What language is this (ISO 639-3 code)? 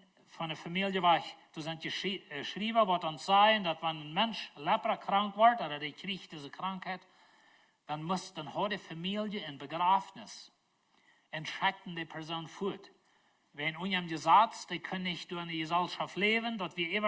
pdt